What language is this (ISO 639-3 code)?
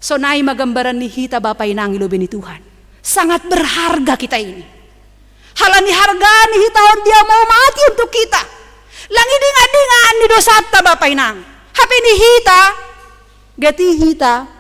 bts